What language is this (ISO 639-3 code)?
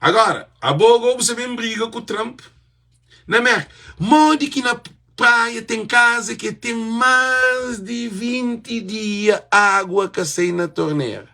kea